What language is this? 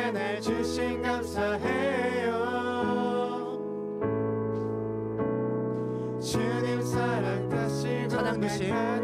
Korean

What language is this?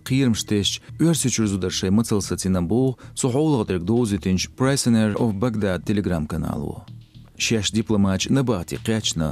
Chechen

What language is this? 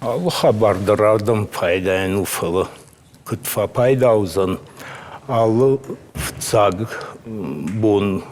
Ossetic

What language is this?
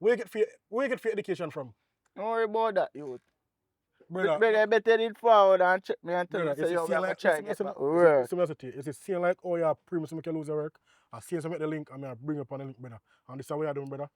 Jamaican Creole English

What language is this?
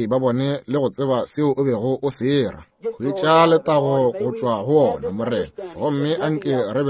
Northern Sotho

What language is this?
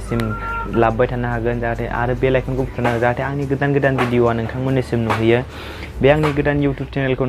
Bodo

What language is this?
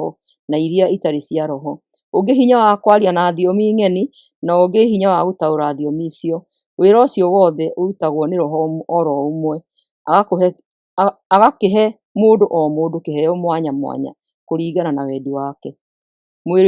Kikuyu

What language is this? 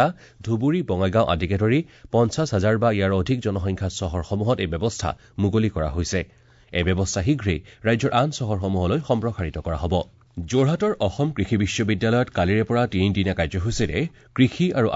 Assamese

